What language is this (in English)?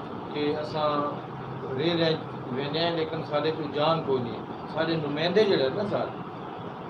Saraiki